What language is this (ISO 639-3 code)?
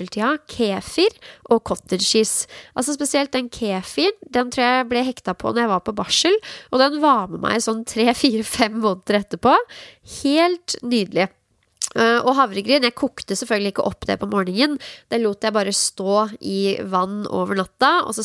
nor